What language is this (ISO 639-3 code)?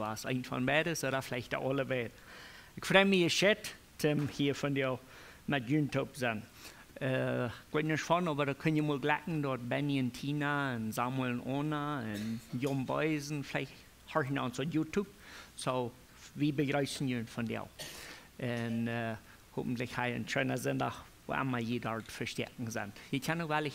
pdt